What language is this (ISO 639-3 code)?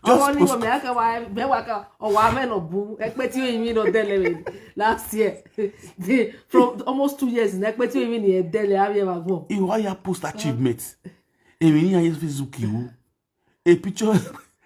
pcm